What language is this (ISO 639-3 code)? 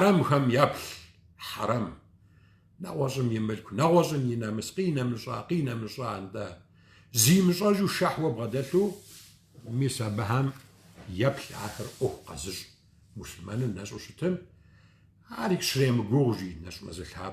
kbd